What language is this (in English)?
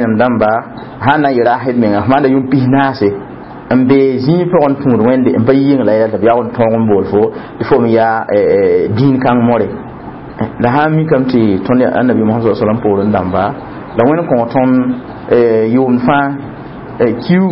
Mossi